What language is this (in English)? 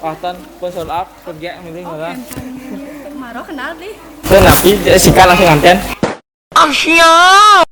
Balinese